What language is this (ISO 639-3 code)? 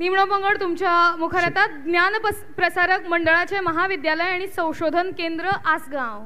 kok